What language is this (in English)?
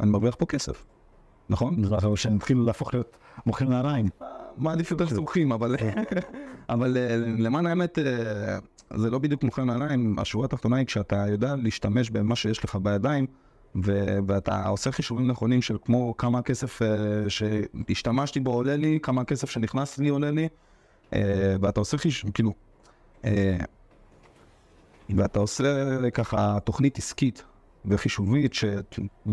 Hebrew